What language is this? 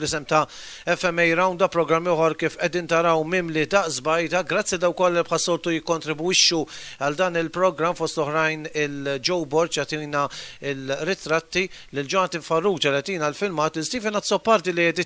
Maltese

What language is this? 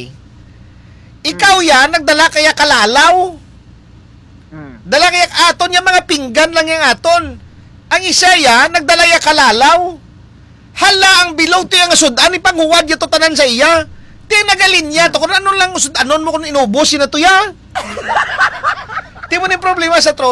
Hiligaynon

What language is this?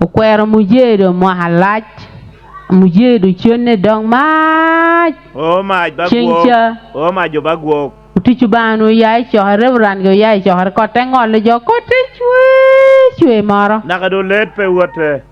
Acoli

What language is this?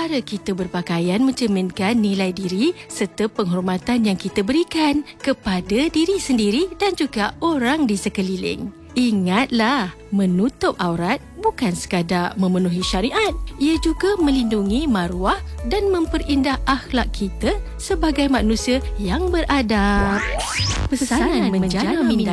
Malay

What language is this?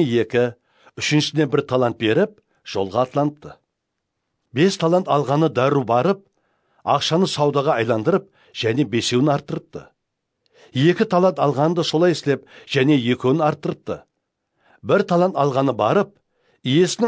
Kara-Kalpak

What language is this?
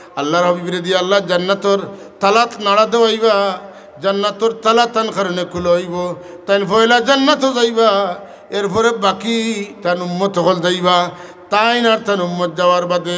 Sylheti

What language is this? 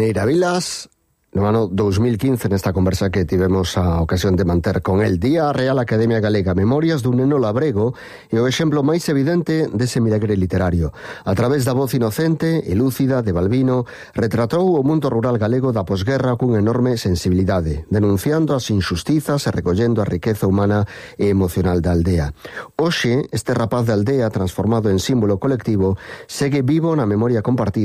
Galician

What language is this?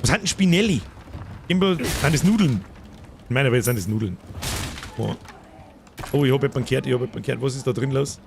Bavarian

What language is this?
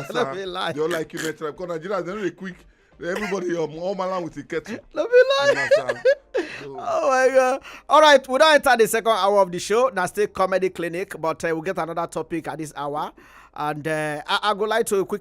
Nigerian Pidgin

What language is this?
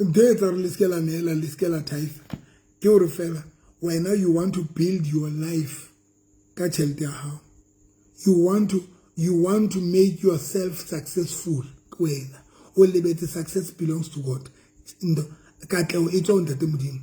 Southern Sotho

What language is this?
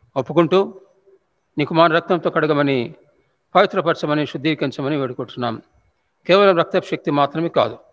Telugu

